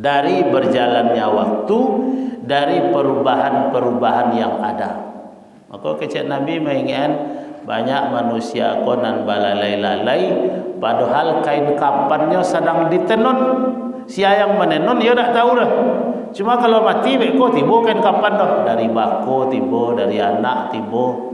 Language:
Minangkabau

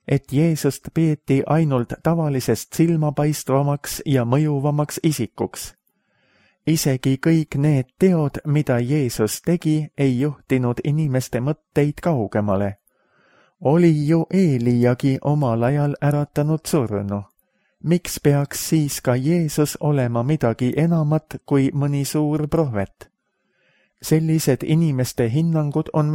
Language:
Estonian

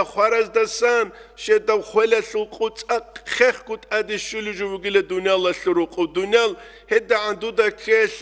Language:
Avaric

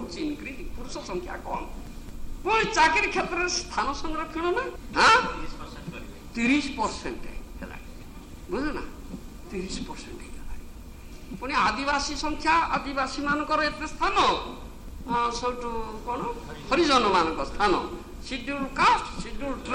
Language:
Odia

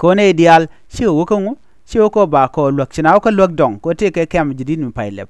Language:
Nuer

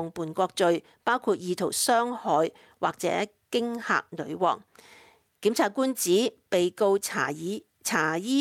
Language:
Cantonese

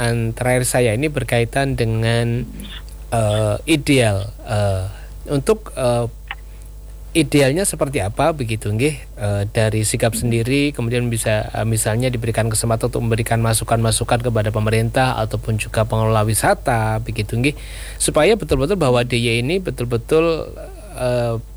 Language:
Indonesian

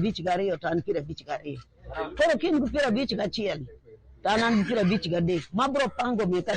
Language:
Luo (Kenya and Tanzania)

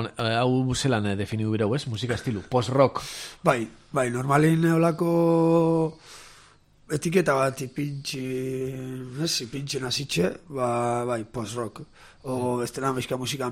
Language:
Basque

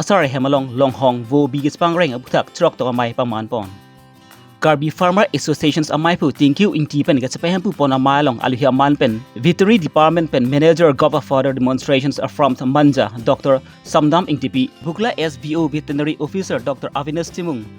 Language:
Karbi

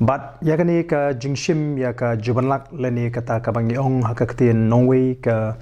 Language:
Khasi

